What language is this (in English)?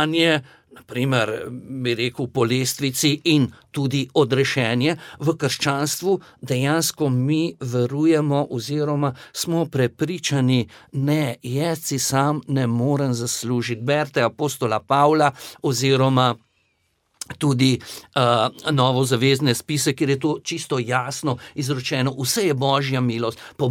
Slovenian